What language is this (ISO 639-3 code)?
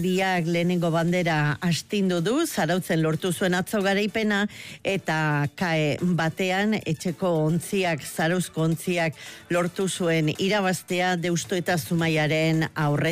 eus